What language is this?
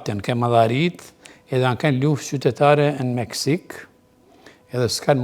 Albanian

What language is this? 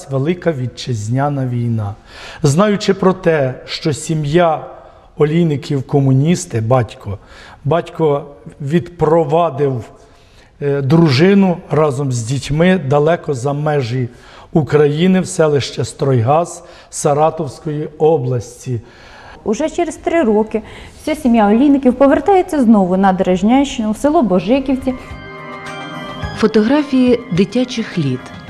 Ukrainian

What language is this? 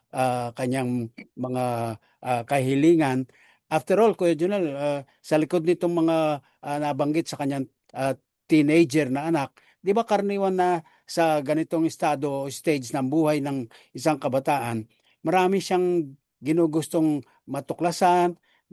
Filipino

